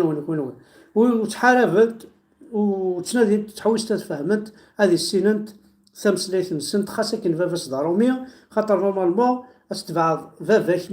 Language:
Kabyle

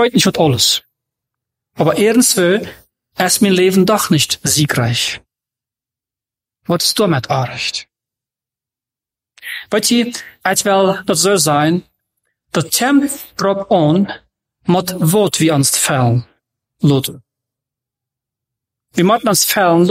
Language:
German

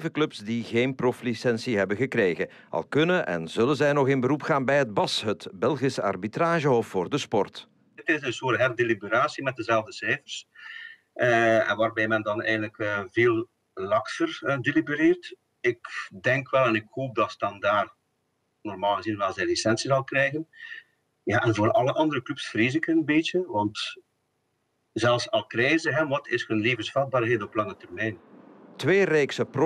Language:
Dutch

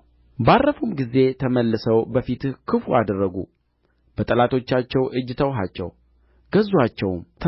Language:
Amharic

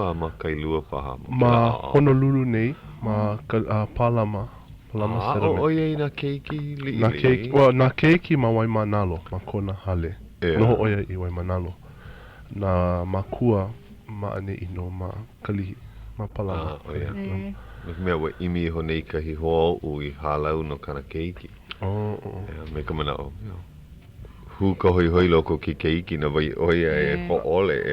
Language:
Hawaiian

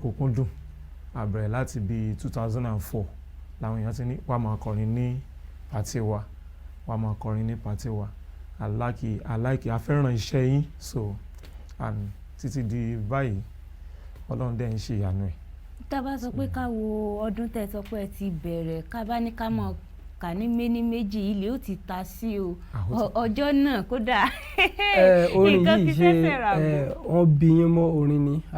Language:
Yoruba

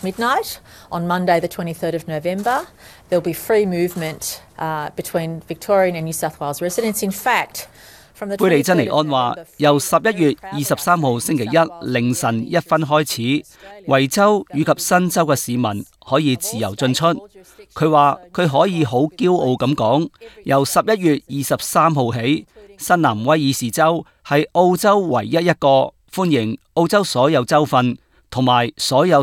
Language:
Cantonese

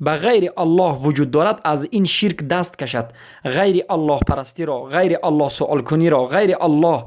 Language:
Persian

